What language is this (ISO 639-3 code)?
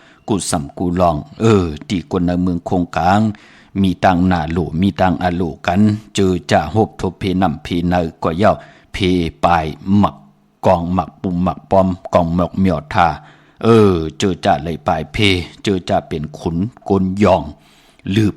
shn